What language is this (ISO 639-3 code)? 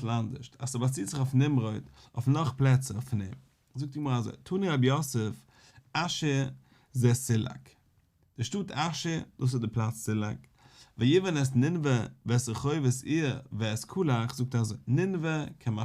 yid